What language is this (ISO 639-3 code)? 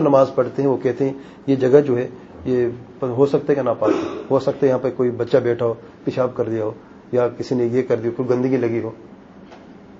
urd